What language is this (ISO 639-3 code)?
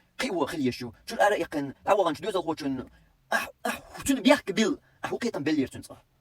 che